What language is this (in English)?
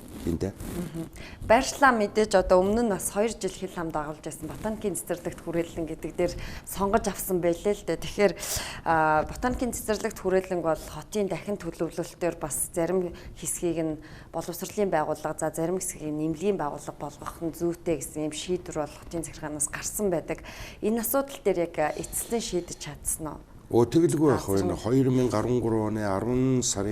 Mongolian